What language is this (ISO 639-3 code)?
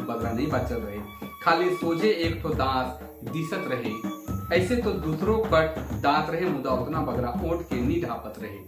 sck